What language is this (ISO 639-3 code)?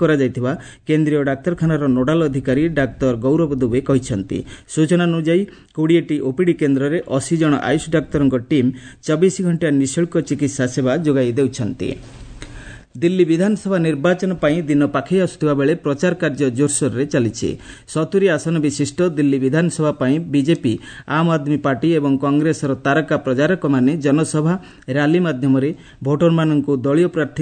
ori